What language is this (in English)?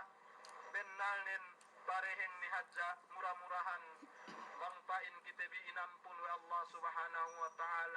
Yakan